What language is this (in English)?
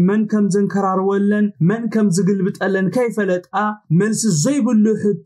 Tigrinya